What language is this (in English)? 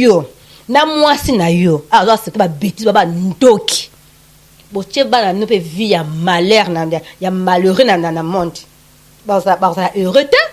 Lingala